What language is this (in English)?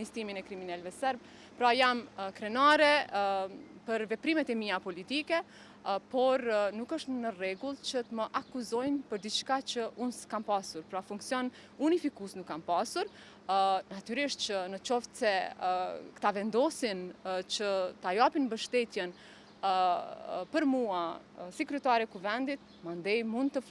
Albanian